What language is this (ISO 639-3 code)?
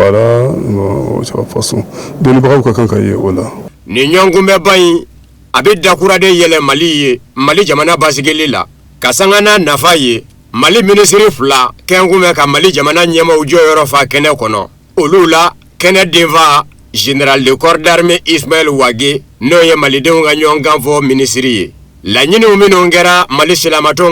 bam